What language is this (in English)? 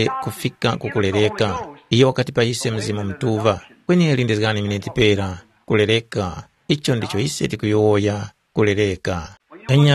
Tumbuka